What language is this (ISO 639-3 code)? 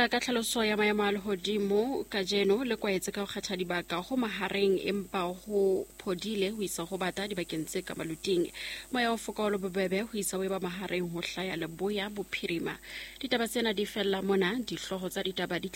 sot